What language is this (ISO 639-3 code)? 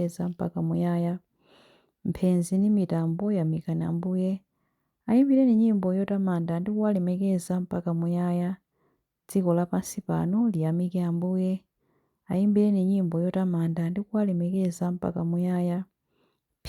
nya